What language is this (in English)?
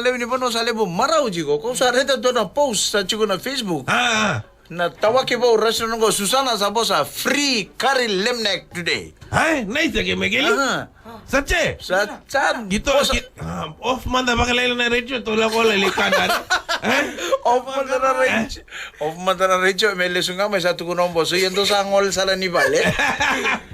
Fijian